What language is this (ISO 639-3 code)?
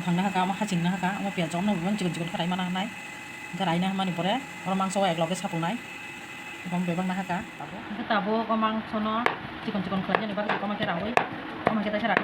trp